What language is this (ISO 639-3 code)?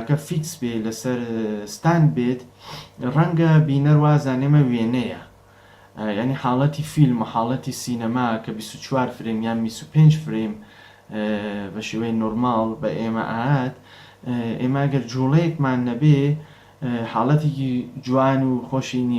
ckb